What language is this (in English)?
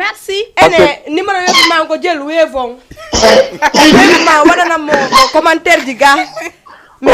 Fula